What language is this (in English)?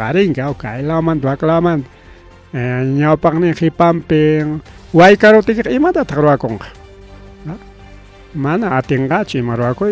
Ayacucho Quechua